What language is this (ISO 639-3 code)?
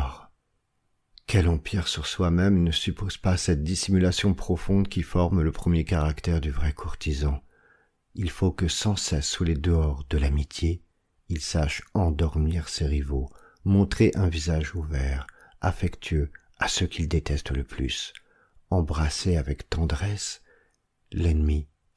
fra